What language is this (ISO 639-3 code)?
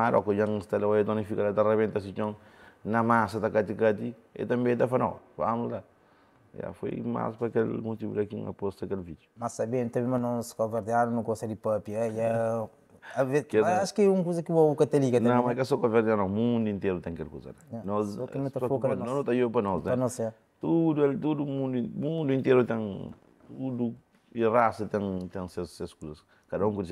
kea